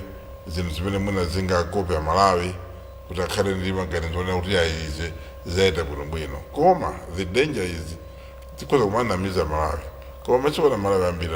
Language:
Nyanja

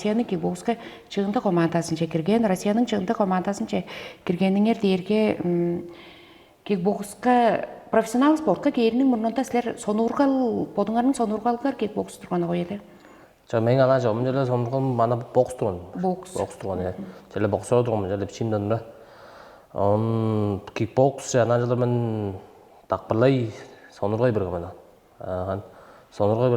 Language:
Tuvinian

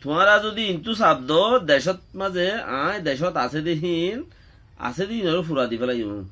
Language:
Rohingya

